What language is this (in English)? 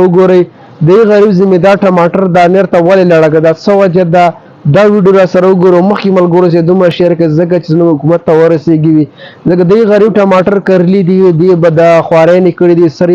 Pashto